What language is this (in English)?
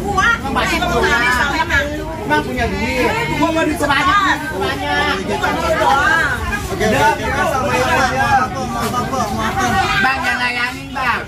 Betawi